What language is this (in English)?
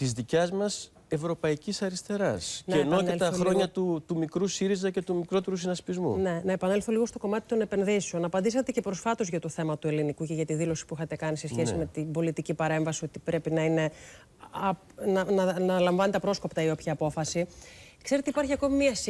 Greek